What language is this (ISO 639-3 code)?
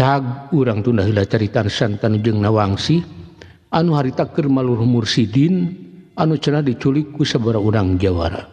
sun